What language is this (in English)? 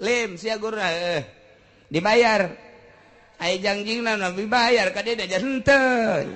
Sundanese